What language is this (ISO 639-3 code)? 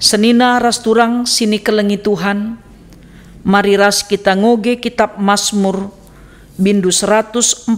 btx